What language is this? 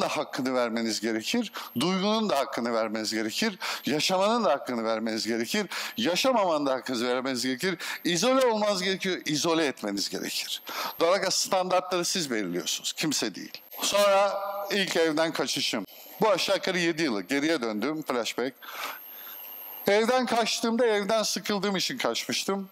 Turkish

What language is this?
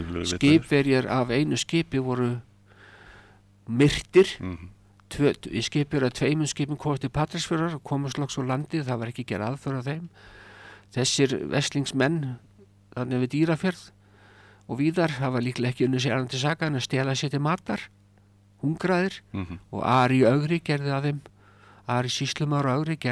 Icelandic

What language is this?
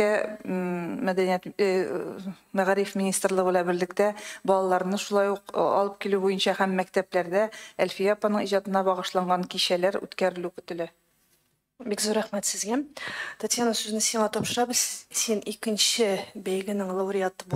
Tatar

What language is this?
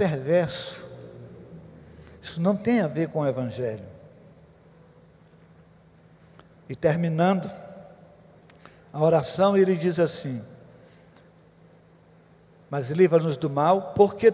Portuguese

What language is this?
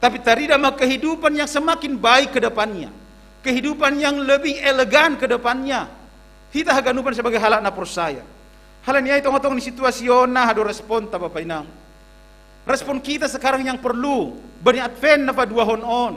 Batak Simalungun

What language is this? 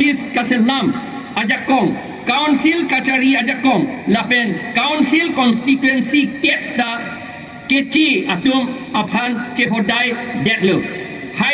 Karbi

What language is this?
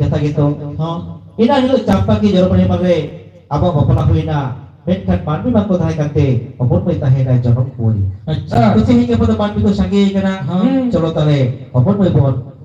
Santali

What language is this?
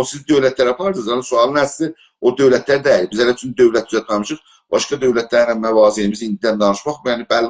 South Azerbaijani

